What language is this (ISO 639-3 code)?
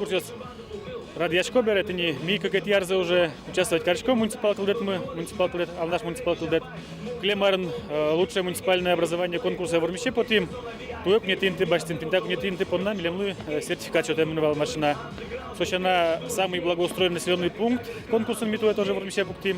udm